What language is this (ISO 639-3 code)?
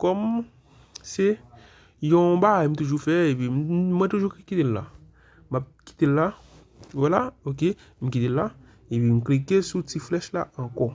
hat